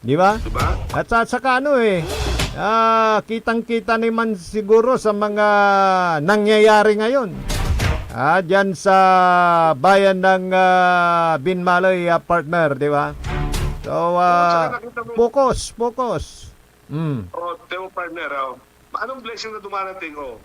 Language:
Pangasinan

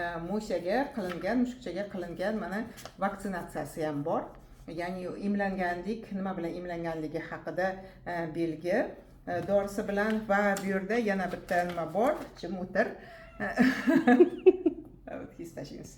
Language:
Uzbek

